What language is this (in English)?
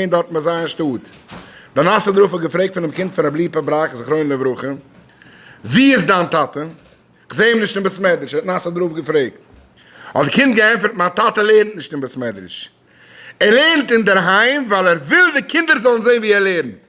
Yiddish